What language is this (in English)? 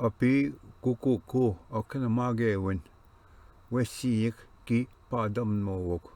Ojibwa